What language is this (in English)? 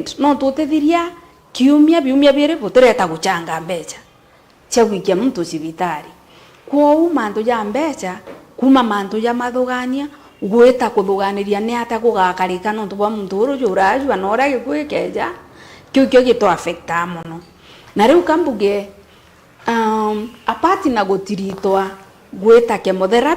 Meru